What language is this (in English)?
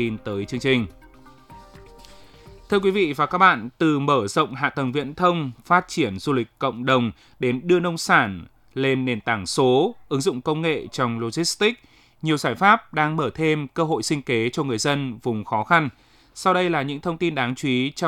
Vietnamese